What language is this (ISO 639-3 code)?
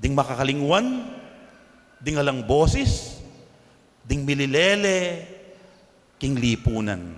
pam